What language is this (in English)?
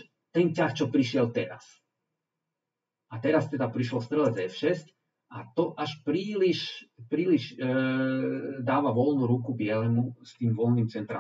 Slovak